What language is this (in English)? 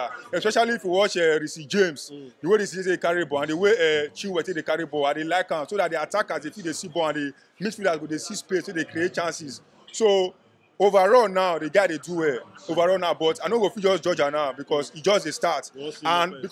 Nigerian Pidgin